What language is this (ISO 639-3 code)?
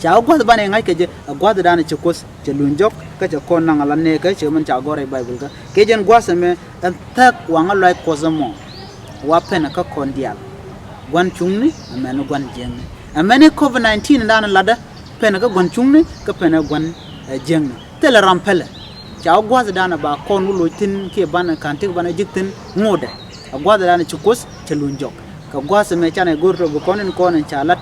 nus